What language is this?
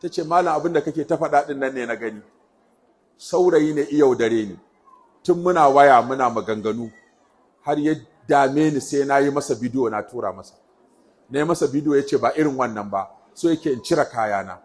Hausa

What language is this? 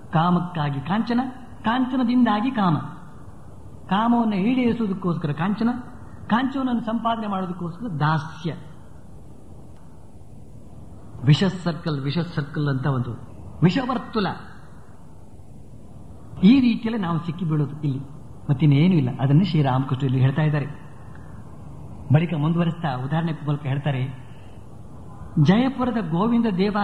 Kannada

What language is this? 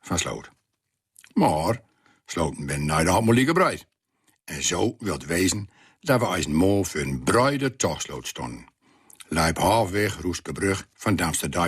Gronings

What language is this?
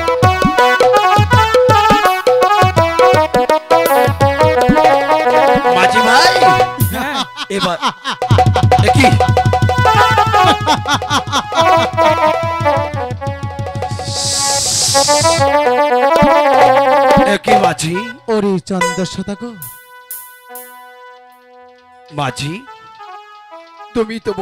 Bangla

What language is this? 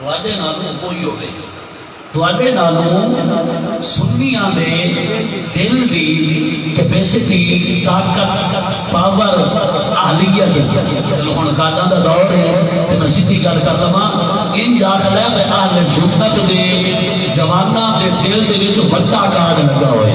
Saraiki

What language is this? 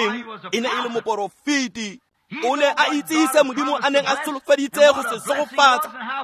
Tswana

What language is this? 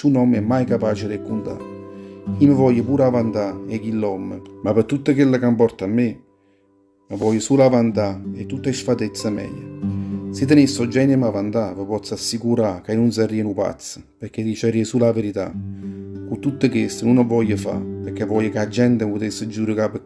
Neapolitan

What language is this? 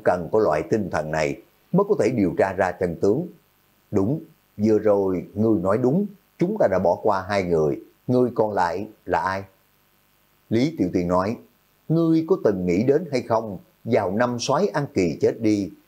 Vietnamese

